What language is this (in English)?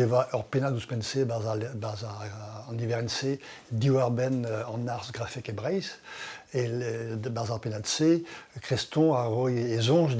Breton